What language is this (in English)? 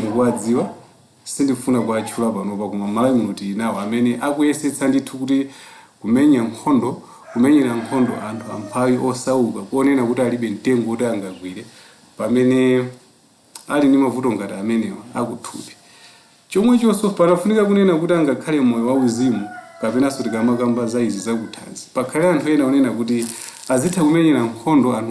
Nyanja